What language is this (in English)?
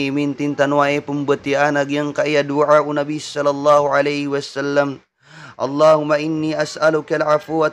Maranao